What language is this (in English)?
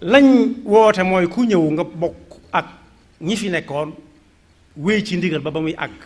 Wolof